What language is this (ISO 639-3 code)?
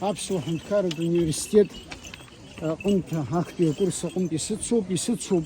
abk